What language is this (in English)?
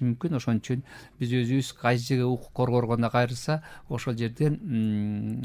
Kyrgyz